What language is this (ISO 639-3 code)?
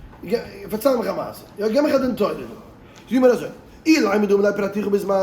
yid